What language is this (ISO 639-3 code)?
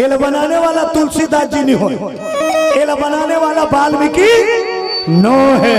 hne